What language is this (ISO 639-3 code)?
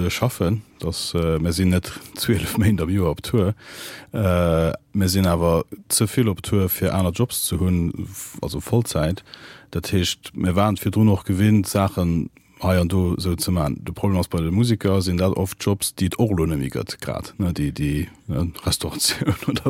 ltz